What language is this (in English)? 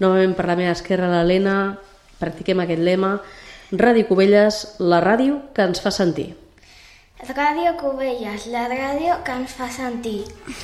Catalan